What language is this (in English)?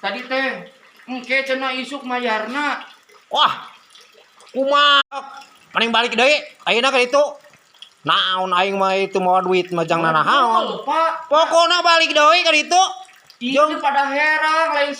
Sundanese